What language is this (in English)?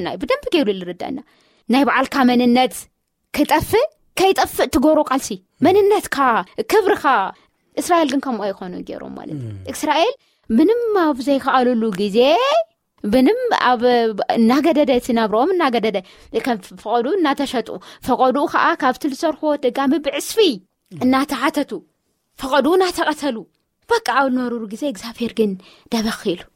Tigrinya